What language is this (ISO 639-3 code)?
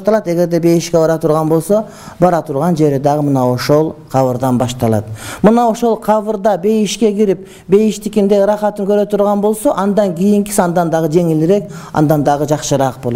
kir